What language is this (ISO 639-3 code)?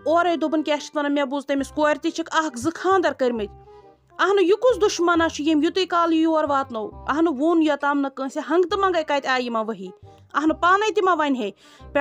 kas